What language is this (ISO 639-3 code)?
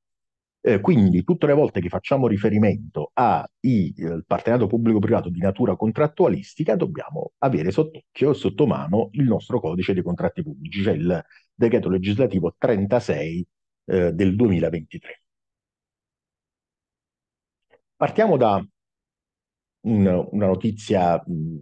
ita